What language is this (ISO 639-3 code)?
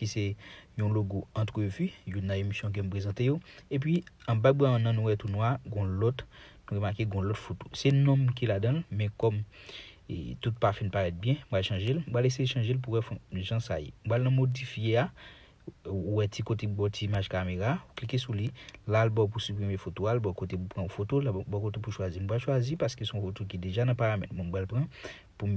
hat